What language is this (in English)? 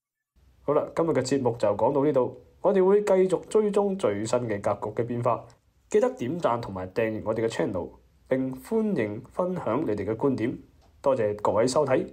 Cantonese